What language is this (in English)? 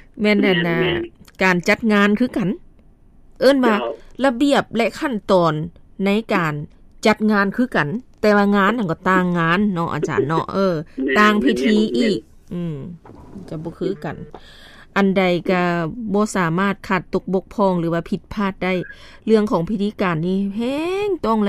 Lao